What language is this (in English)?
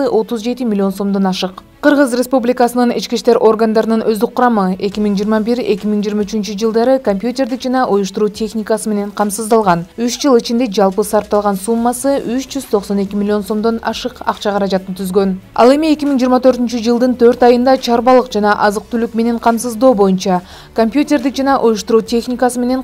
Kyrgyz